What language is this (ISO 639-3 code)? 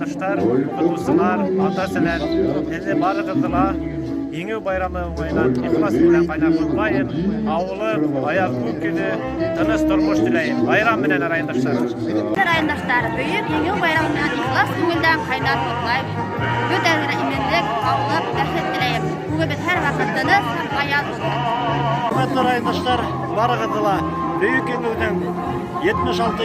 bak